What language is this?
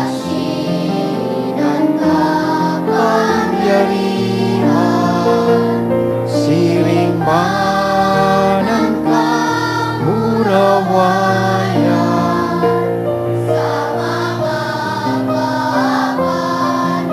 Bikol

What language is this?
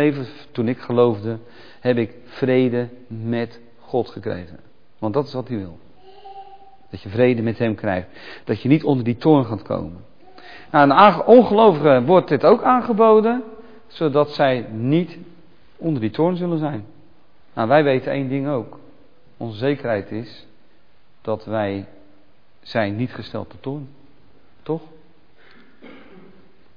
Dutch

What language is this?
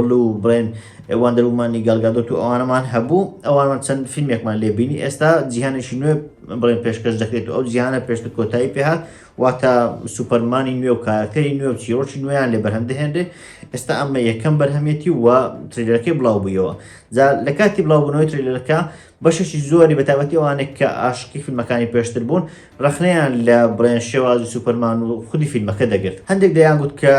Central Kurdish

